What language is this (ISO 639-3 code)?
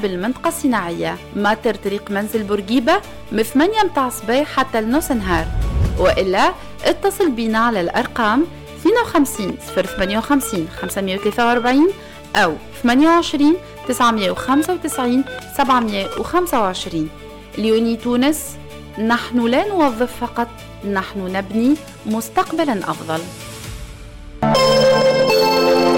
aeb